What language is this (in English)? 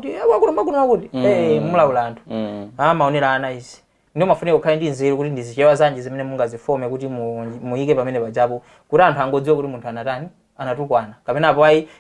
Nyanja